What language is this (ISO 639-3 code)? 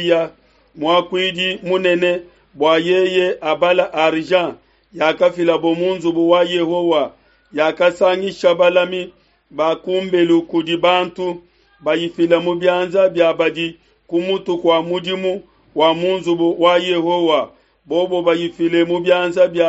lua